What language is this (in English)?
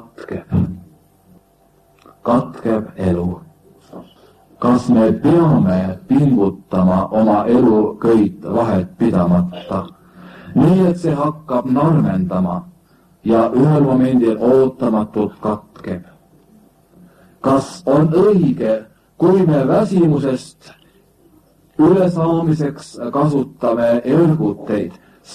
Estonian